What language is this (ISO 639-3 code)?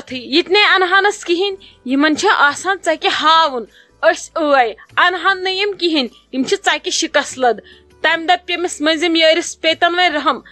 kas